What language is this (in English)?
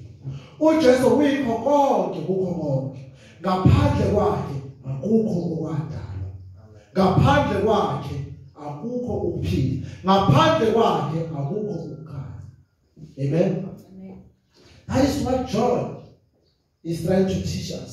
Zulu